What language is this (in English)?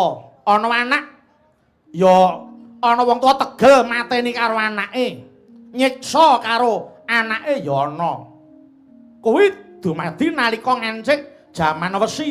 Javanese